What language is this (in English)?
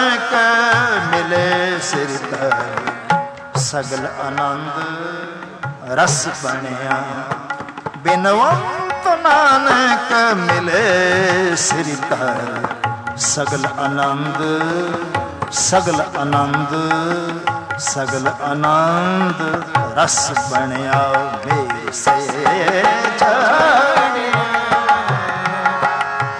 Punjabi